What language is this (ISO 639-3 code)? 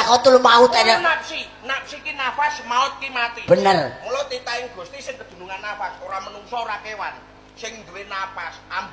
jav